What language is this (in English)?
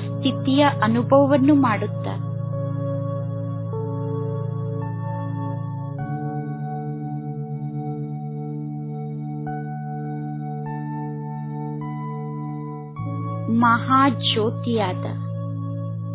Kannada